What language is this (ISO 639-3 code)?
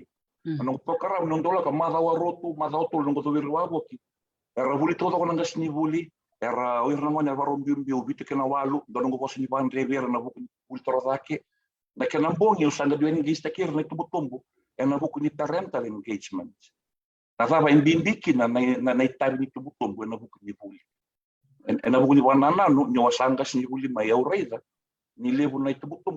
fij